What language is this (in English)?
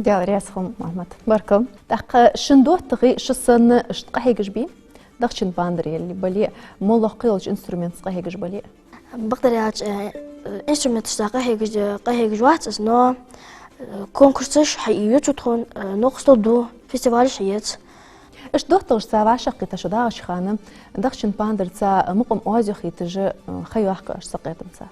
Ingush